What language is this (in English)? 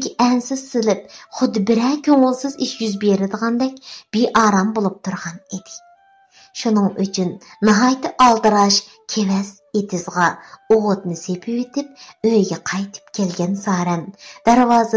Uyghur